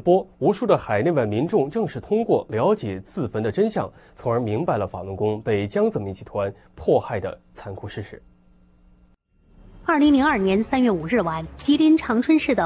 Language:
Chinese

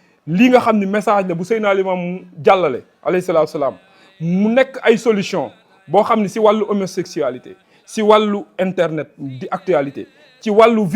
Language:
Wolof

